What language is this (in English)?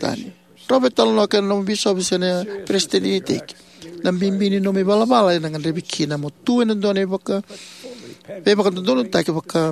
Fijian